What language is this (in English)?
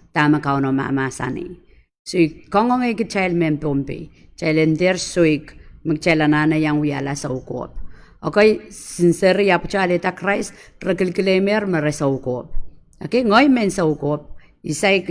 Pohnpeian